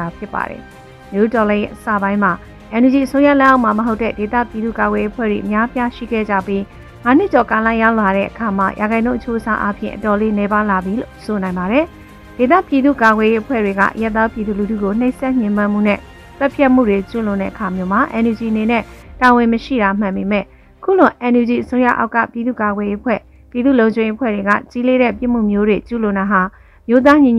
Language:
Burmese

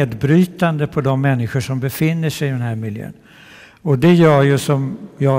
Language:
Swedish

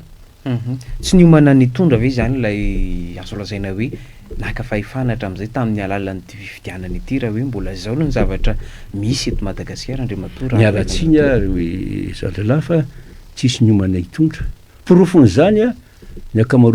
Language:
Malagasy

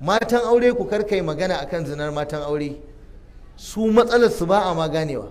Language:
Hausa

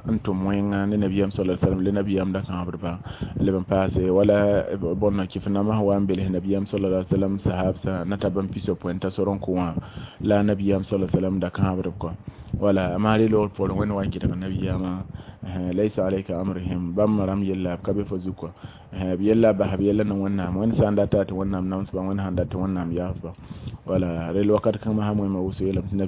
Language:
Mossi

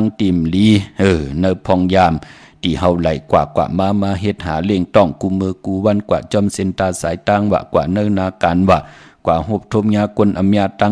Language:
Shan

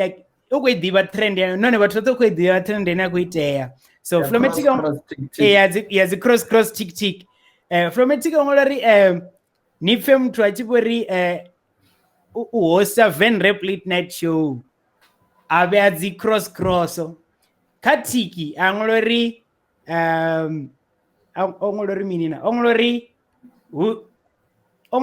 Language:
Venda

